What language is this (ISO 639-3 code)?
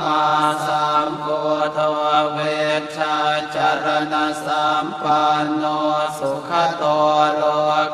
pli